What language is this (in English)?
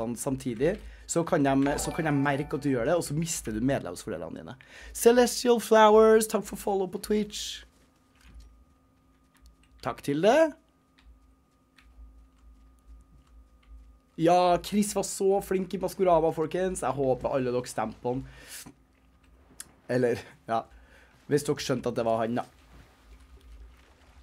Norwegian